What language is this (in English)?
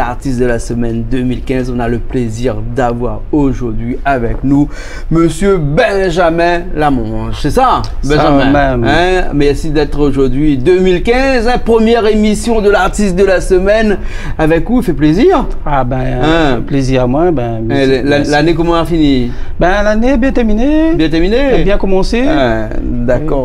Réunion Creole French